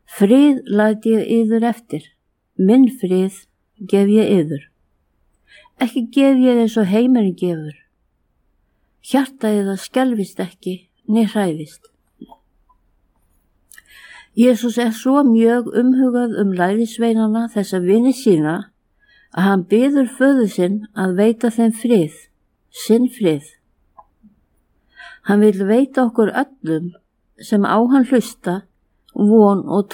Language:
Icelandic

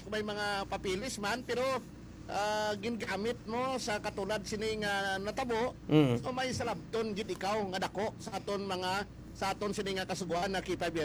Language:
Hiligaynon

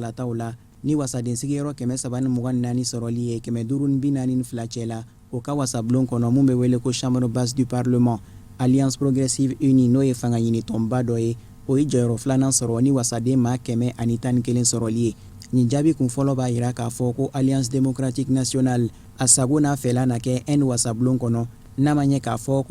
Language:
Bambara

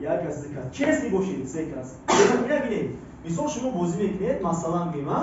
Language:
Tajik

